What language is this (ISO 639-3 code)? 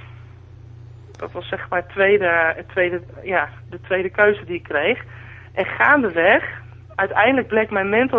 nld